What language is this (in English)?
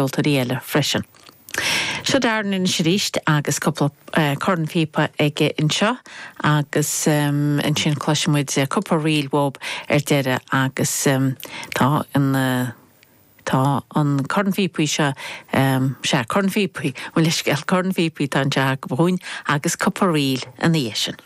Irish